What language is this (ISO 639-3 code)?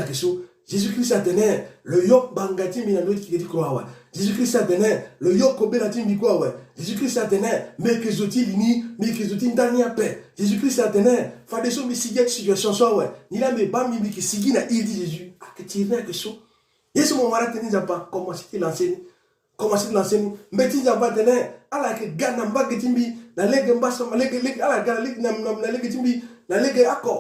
sag